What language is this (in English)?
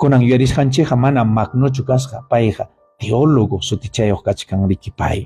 Ayacucho Quechua